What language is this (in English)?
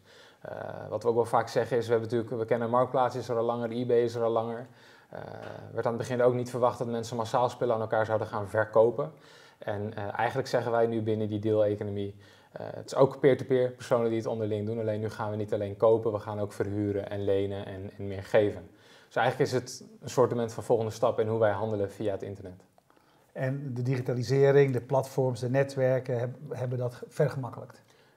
Dutch